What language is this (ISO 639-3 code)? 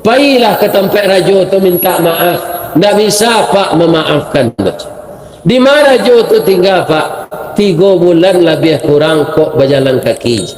min